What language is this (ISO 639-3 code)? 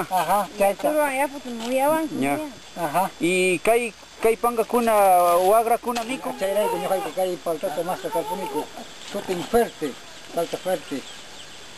quy